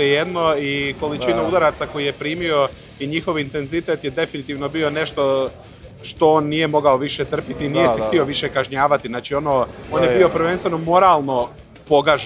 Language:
Croatian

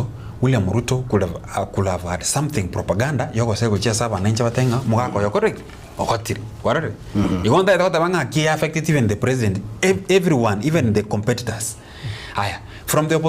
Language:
Gusii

